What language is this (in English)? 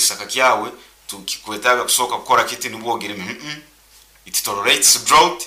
Nyankole